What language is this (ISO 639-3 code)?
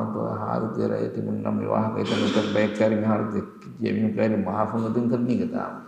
div